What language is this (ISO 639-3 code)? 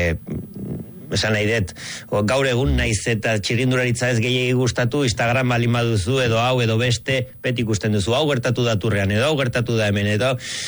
eus